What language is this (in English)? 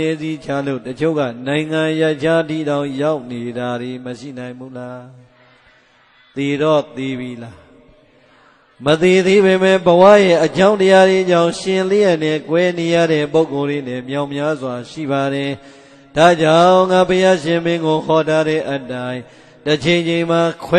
Burmese